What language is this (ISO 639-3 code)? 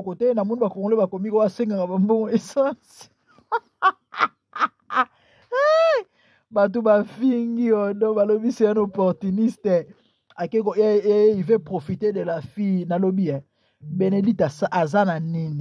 lin